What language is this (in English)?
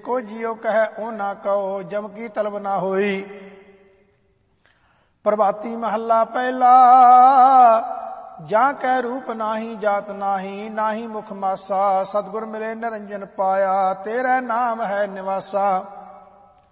Punjabi